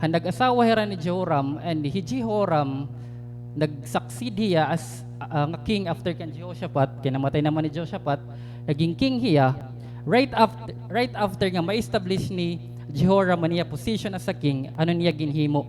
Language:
Waray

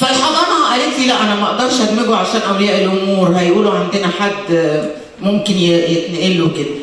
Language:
Egyptian Arabic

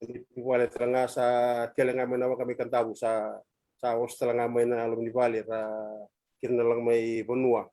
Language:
Fijian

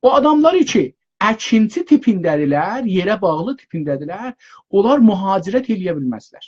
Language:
South Azerbaijani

